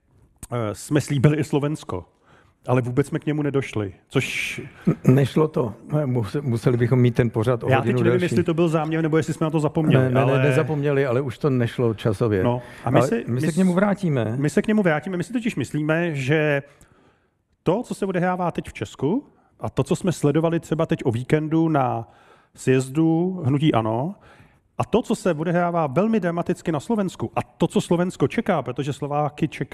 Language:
Czech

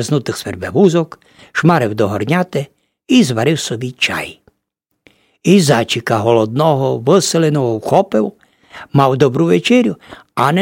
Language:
Rusyn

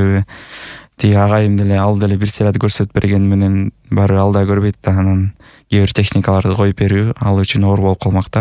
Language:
Kyrgyz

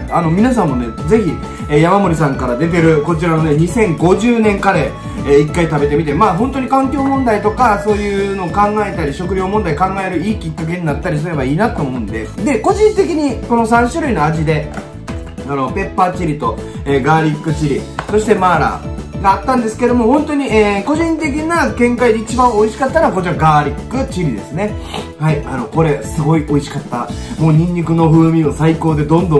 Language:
Japanese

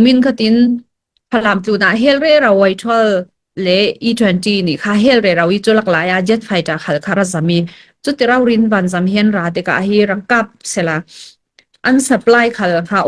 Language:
Falam Chin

